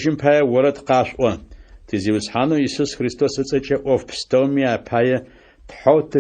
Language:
Adyghe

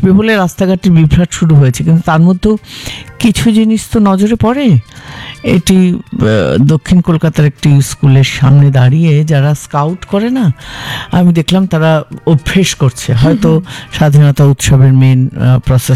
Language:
Bangla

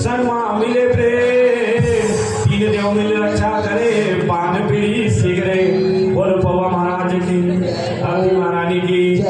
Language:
Chhattisgarhi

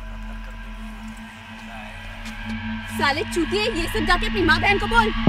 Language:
Hindi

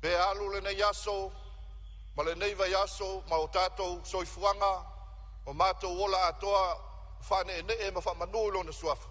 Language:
Samoan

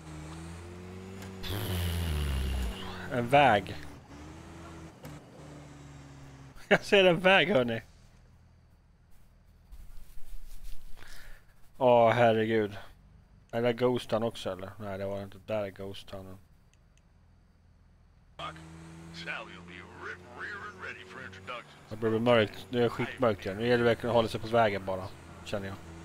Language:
Swedish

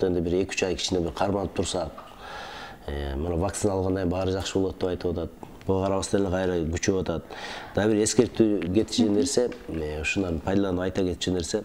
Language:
Kyrgyz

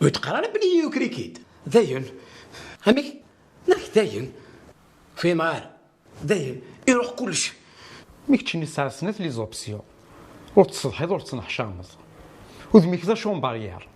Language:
Kabyle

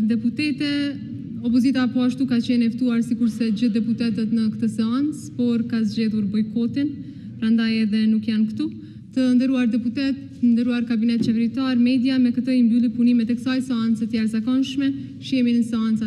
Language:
Albanian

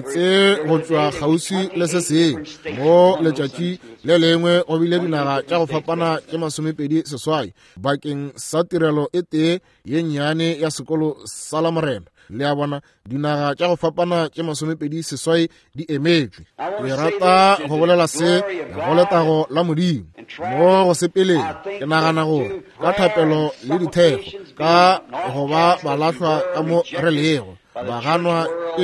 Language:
Northern Sotho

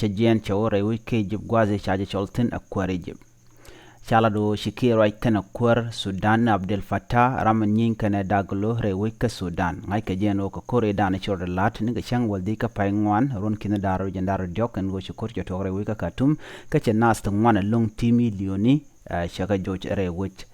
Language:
Nuer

